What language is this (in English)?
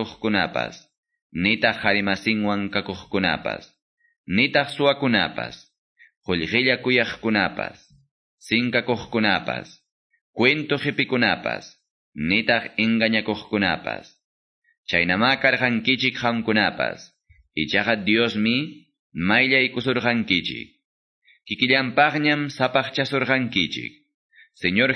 Quechua